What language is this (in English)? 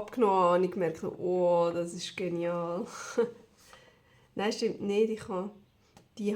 Swiss German